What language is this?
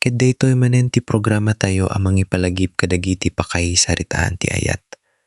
Iloko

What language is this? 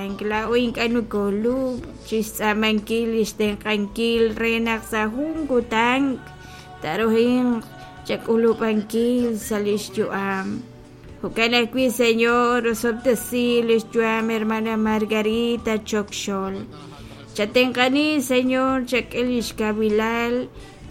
Kekchí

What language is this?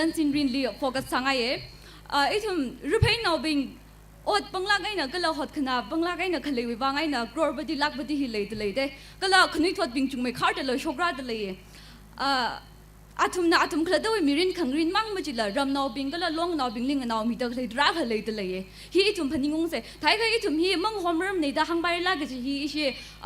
Tangkhul Naga (India)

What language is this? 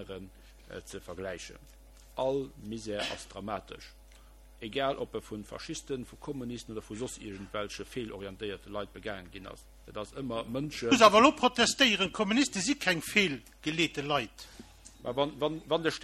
Luxembourgish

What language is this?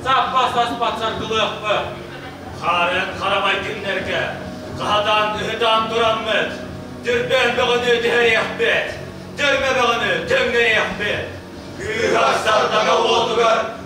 Yakut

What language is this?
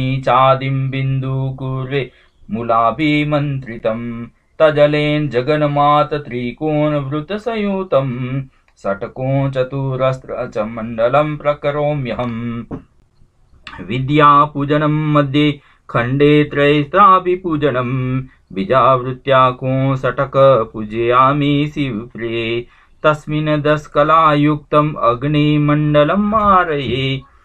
Sanskrit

